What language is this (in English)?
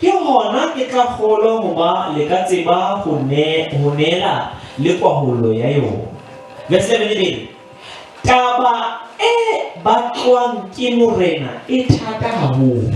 Southern Sotho